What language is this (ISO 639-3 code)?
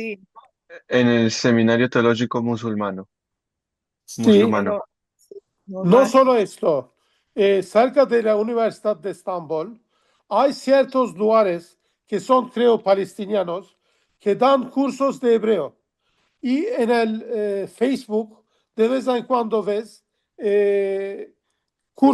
lad